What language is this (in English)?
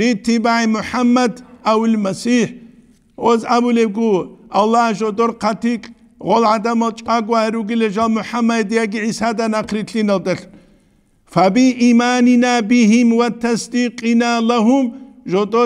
Avaric